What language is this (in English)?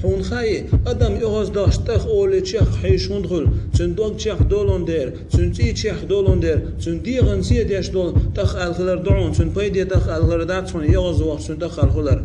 Chechen